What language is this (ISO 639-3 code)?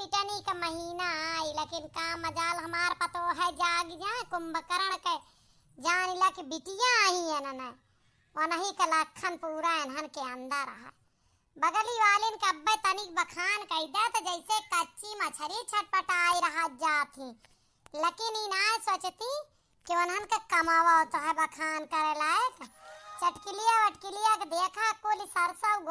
awa